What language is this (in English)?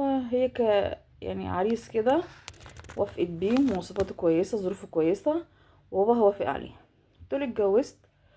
Egyptian Arabic